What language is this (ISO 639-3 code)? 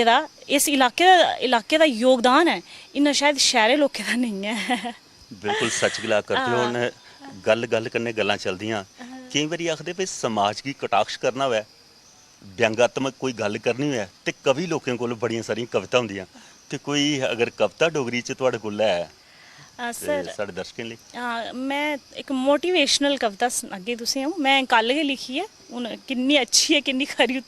doi